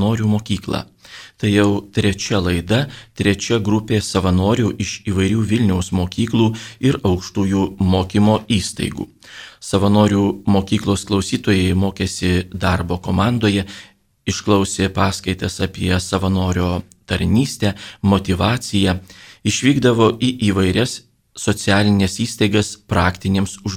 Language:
Lithuanian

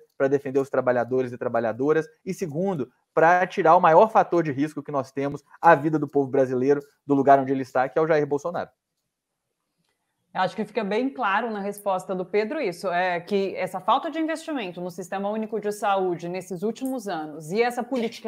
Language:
Portuguese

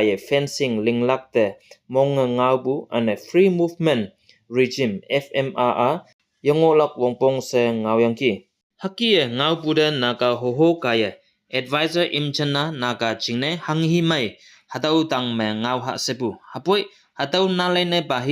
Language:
Konyak Naga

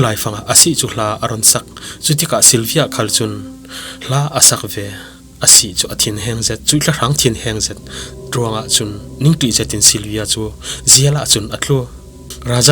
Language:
Falam Chin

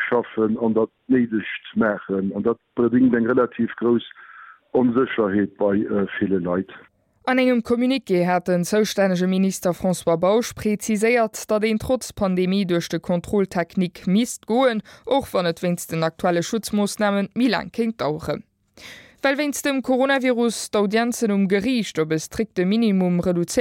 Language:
Luxembourgish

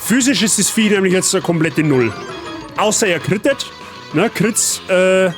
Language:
Bavarian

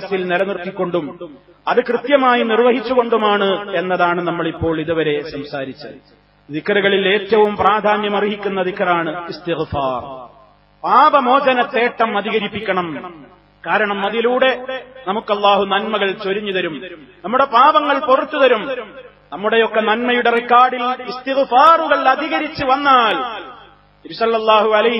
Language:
Malayalam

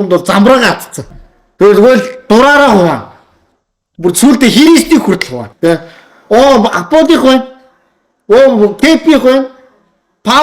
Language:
Mongolian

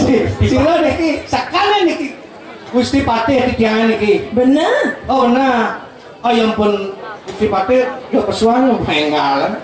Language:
Balinese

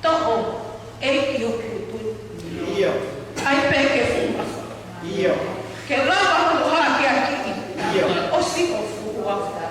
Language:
Tongan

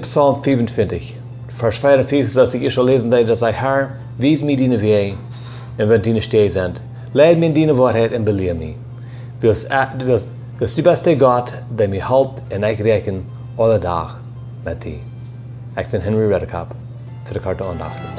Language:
Plautdietsch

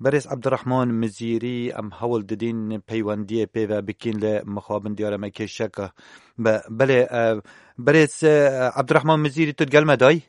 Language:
Kurdish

